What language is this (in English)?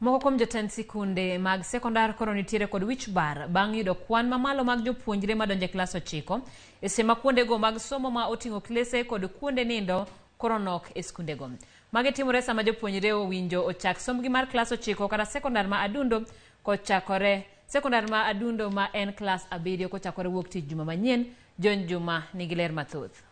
Luo (Kenya and Tanzania)